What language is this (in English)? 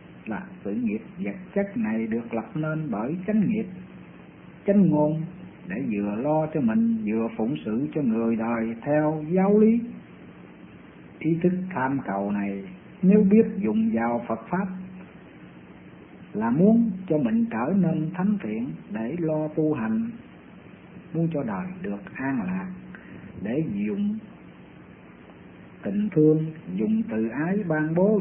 Vietnamese